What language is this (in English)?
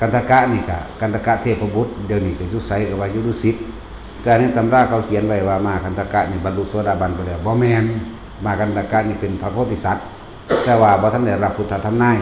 Northeastern Thai